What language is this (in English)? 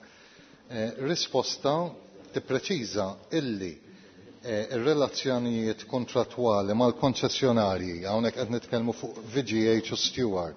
Maltese